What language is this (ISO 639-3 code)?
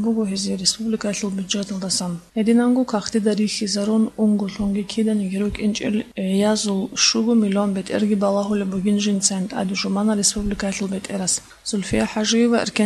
ava